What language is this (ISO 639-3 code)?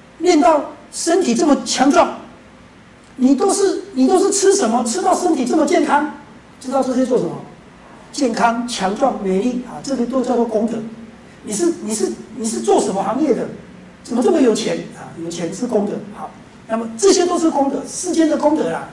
zho